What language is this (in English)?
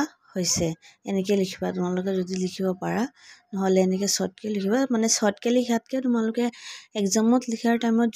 Assamese